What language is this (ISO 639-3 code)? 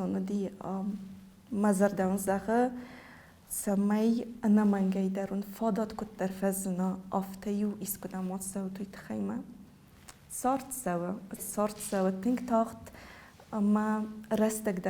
oss